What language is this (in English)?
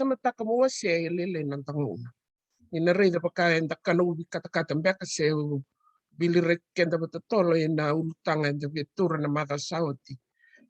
Fijian